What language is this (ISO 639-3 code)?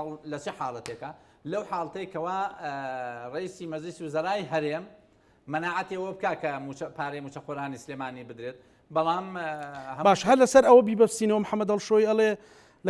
ckb